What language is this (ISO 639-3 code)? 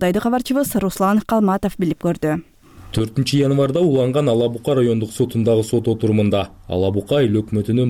kir